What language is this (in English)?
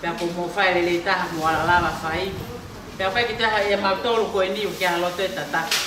Tongan